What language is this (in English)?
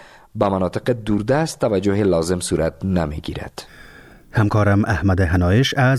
Persian